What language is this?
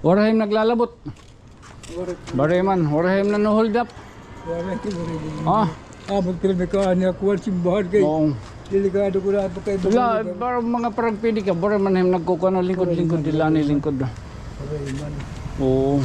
Waray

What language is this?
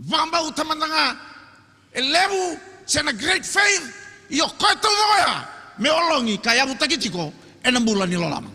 Fijian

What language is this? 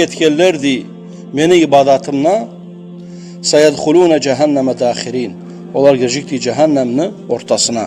Kumyk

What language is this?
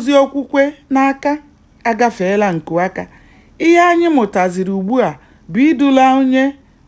Igbo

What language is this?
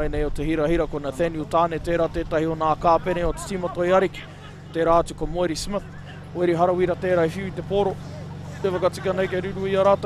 Māori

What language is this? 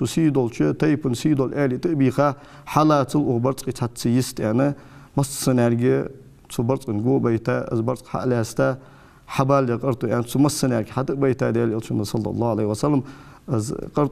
Ingush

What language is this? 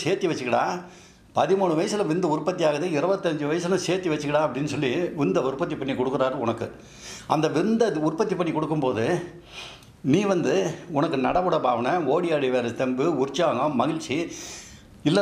Tamil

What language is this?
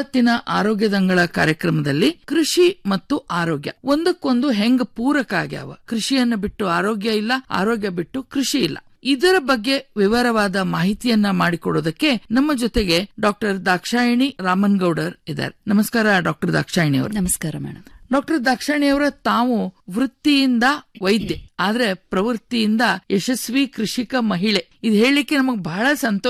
Kannada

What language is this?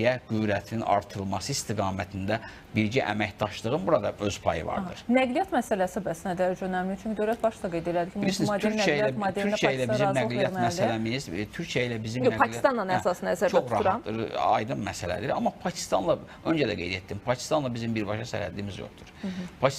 Azerbaijani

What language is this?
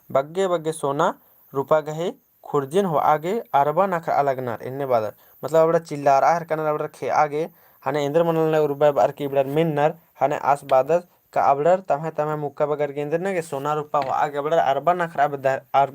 Kurukh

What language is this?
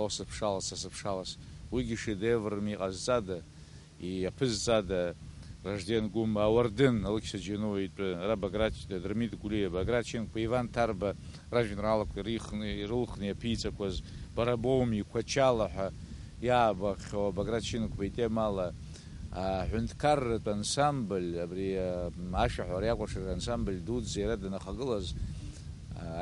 Abkhazian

